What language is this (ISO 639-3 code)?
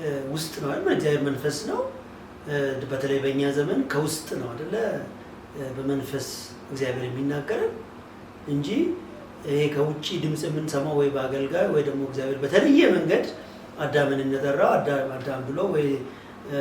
amh